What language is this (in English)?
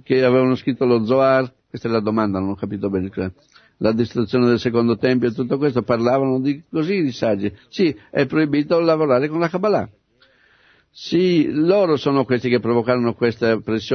Italian